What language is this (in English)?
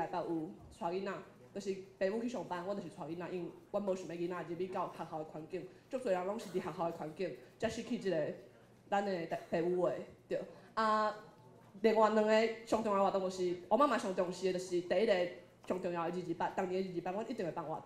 Min Nan Chinese